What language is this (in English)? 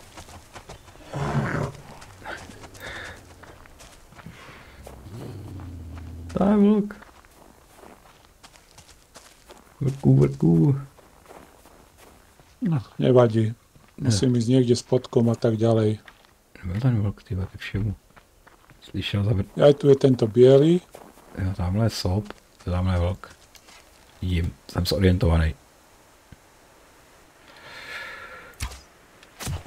Czech